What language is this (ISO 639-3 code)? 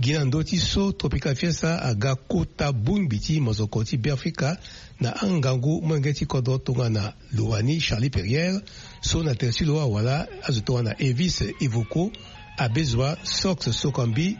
sag